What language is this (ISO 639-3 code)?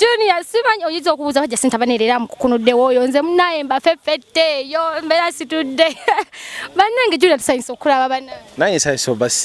lug